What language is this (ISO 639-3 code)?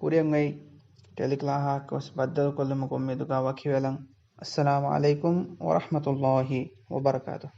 div